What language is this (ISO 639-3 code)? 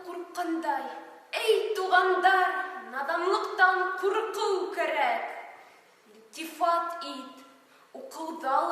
bak